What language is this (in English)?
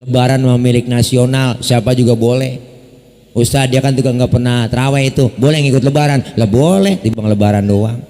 Betawi